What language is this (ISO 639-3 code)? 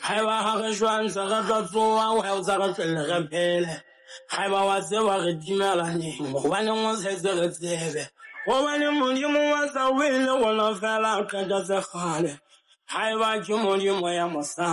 sot